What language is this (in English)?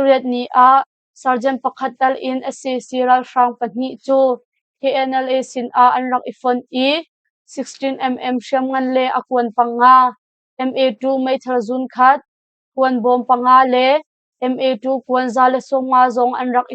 Hakha Chin